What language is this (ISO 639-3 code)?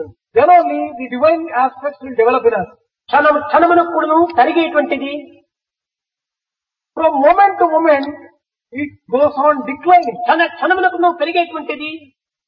tel